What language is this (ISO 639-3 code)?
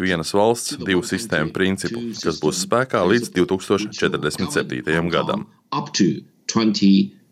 lav